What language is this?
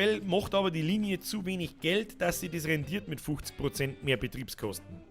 Bavarian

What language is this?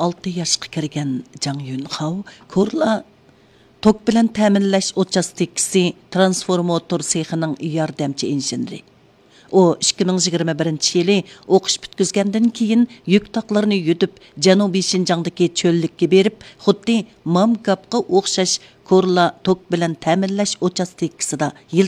Uyghur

